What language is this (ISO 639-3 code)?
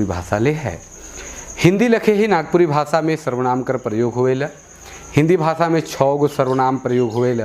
sck